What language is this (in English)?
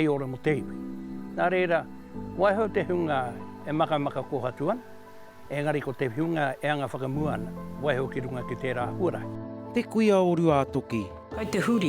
Māori